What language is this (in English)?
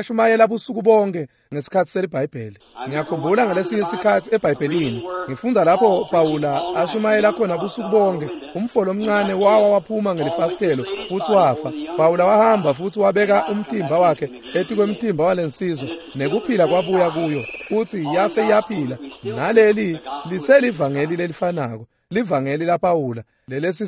Swati